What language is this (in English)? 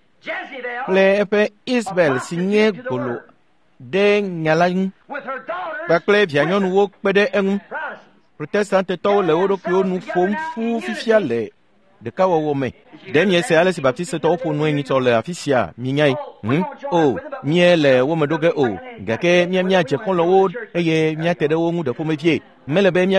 Ewe